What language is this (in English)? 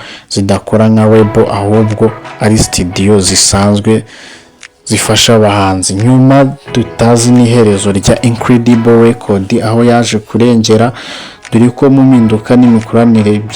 Kinyarwanda